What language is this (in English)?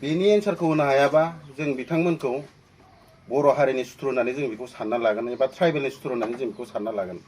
Bodo